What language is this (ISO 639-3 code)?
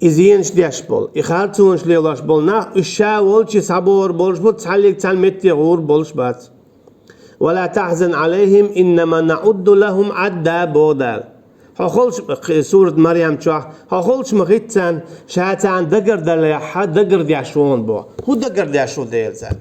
che